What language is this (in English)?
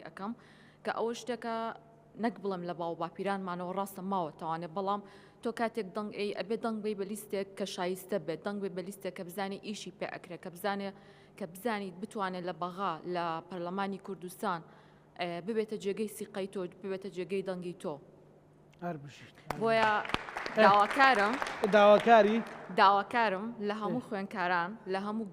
Central Kurdish